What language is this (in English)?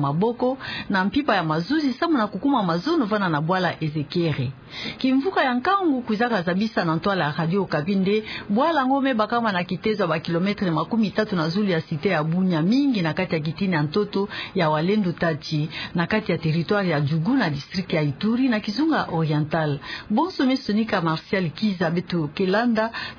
Kituba (Democratic Republic of Congo)